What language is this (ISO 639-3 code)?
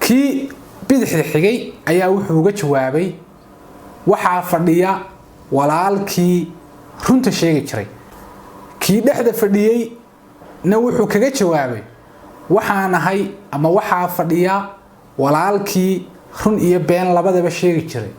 som